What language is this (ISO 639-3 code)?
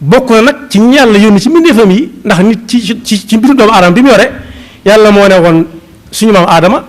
wol